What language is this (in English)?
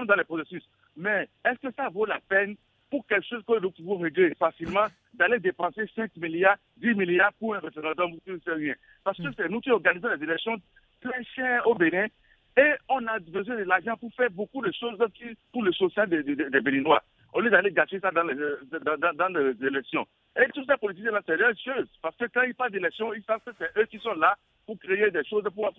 French